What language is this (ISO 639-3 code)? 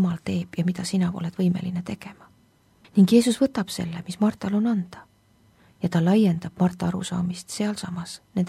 est